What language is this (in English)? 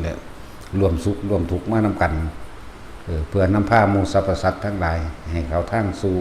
Lao